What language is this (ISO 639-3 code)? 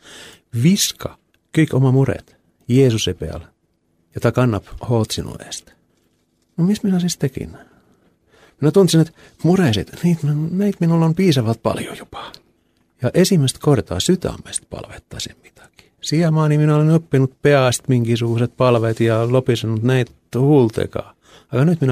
est